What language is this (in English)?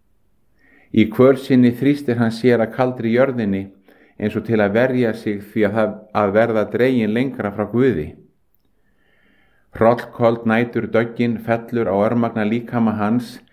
Icelandic